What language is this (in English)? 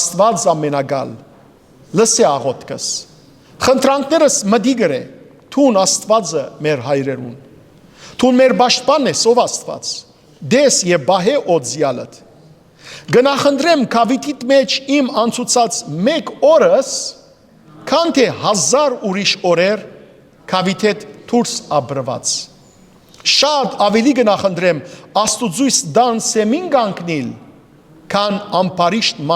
Western Armenian